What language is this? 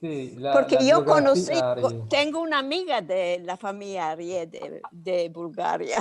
Ladino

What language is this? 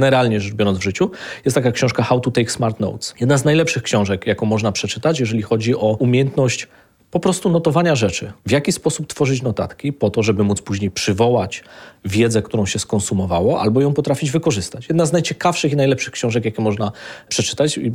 Polish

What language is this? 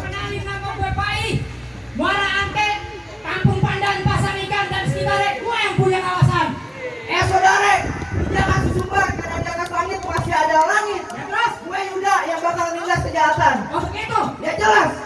Betawi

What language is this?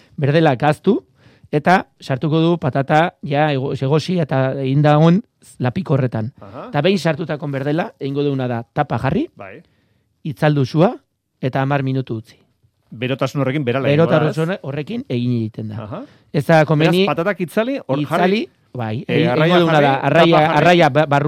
Basque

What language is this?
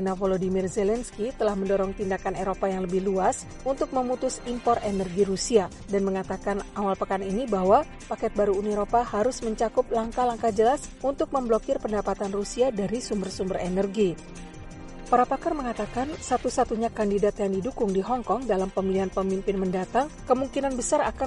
Indonesian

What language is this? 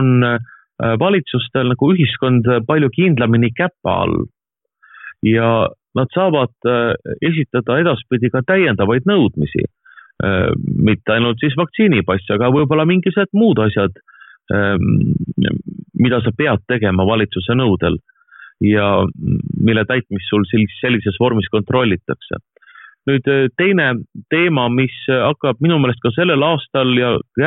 Estonian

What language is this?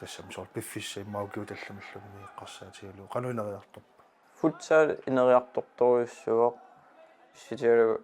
Kalaallisut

